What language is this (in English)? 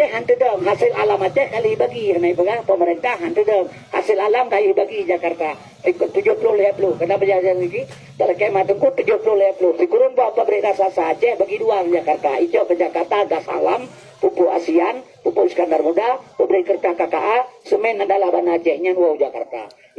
Achinese